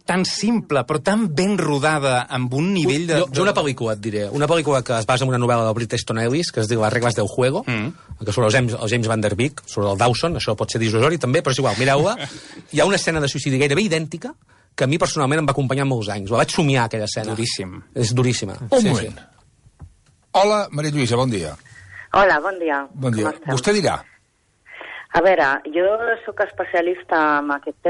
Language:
Catalan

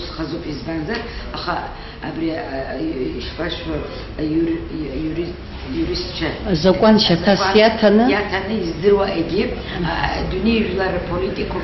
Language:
Abkhazian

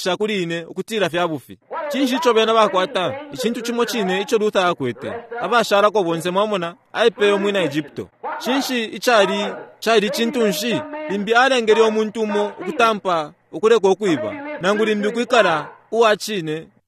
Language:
Bemba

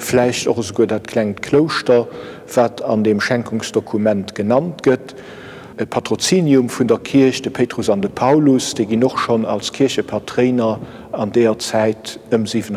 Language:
Luxembourgish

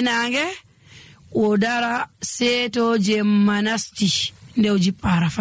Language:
Nigerian Fulfulde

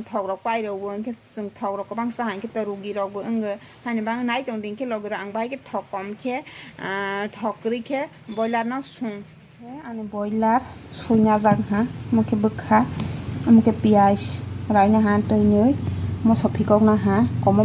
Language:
Kok Borok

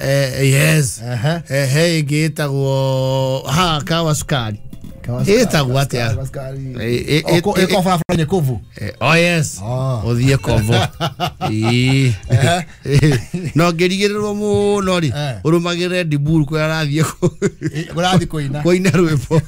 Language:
Kikuyu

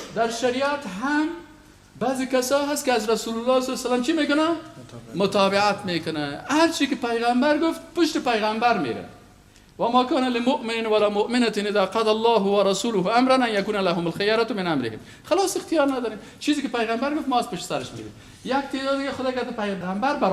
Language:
Persian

